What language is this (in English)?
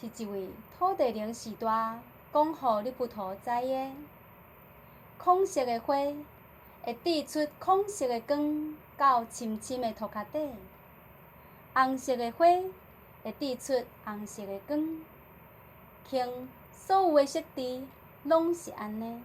Min Nan Chinese